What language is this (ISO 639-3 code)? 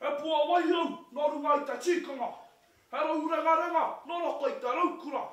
mri